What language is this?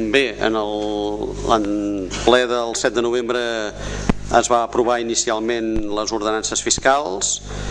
Catalan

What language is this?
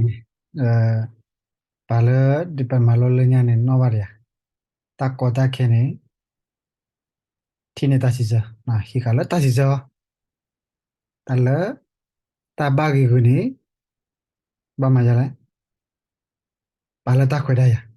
S'gaw Karen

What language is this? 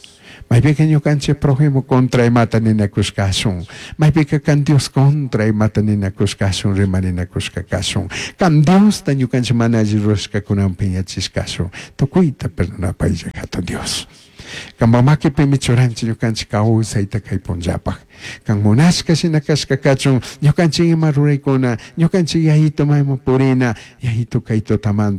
Chimborazo Highland Quichua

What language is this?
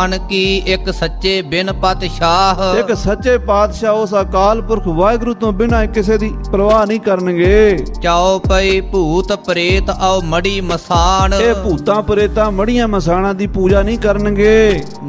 Punjabi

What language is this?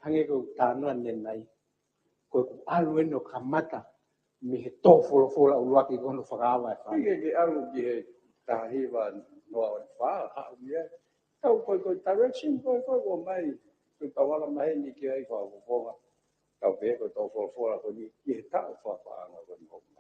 Tongan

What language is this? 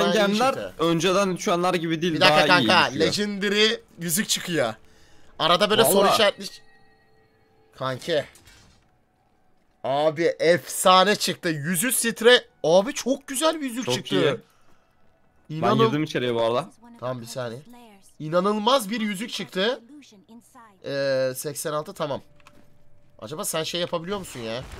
Turkish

